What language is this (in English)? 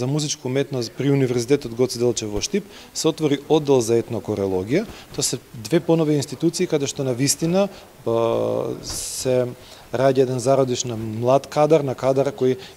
Macedonian